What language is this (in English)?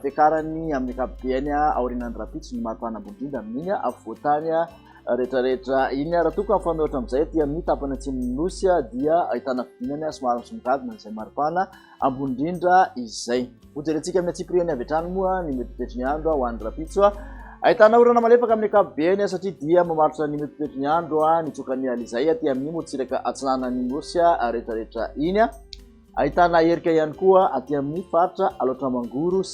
Malagasy